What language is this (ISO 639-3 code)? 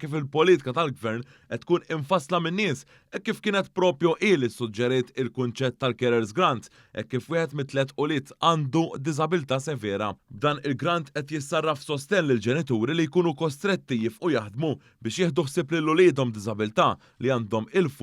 mlt